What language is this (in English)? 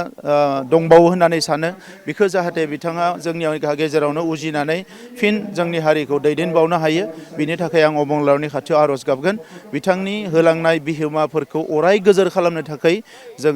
Bodo